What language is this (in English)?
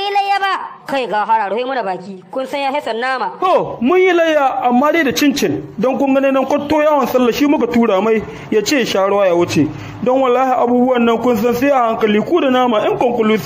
Hausa